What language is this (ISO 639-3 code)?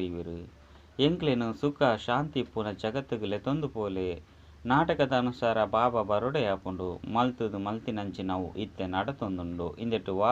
tcy